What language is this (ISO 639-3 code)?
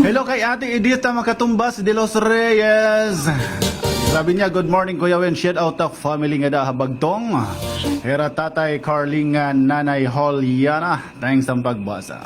war